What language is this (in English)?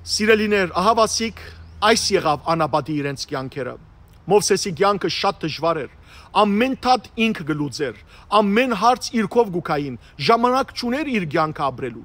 Western Armenian